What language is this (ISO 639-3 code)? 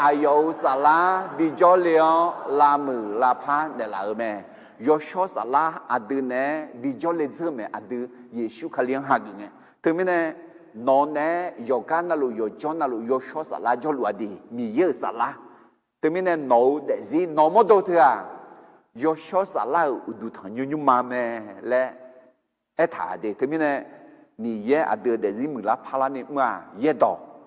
ahk